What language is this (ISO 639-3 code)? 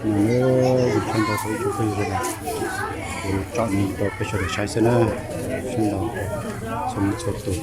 hmn